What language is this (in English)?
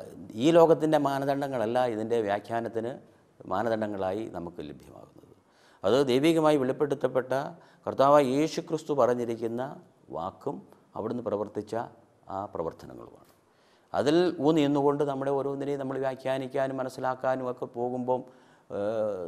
Malayalam